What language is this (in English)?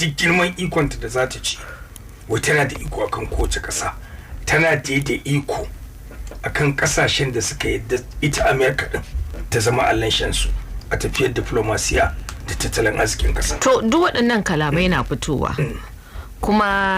Hausa